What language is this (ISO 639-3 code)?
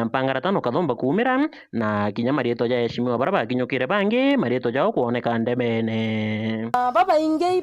mer